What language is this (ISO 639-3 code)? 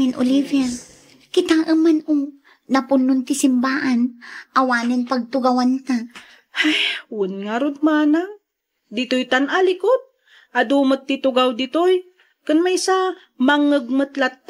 ilo